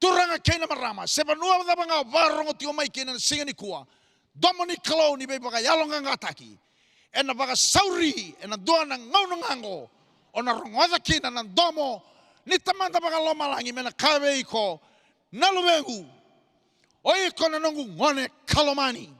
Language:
Fijian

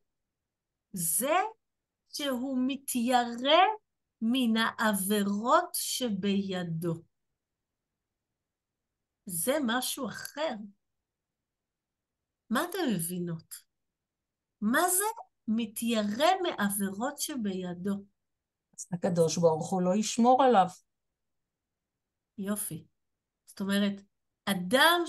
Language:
Hebrew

